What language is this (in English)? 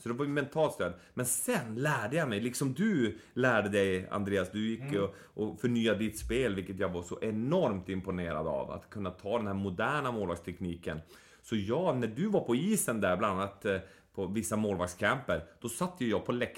Swedish